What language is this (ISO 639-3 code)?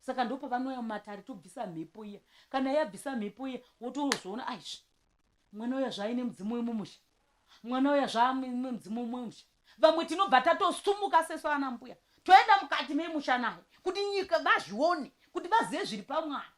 sna